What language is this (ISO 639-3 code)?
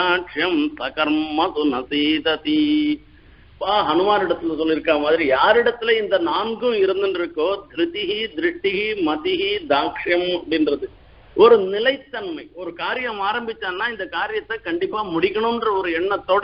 tam